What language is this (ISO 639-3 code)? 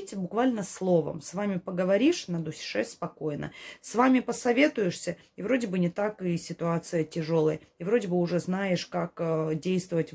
rus